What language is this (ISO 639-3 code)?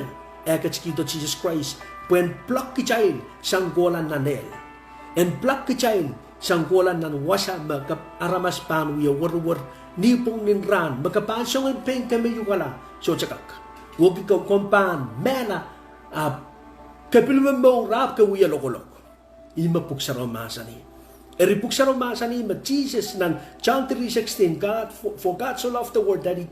pon